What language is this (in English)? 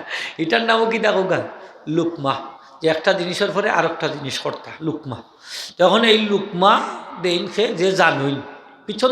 Sylheti